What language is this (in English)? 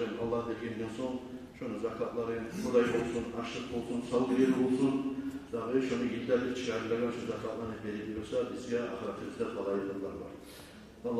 Kumyk